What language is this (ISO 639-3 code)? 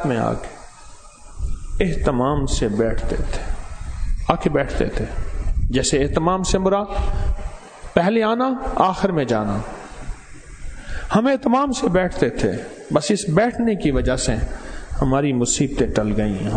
urd